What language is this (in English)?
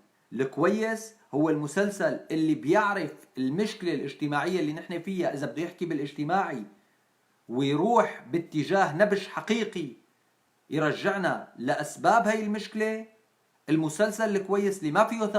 North Levantine Arabic